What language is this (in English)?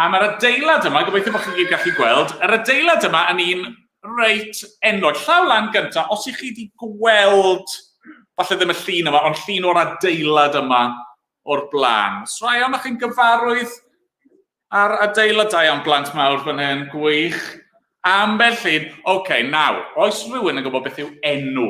Welsh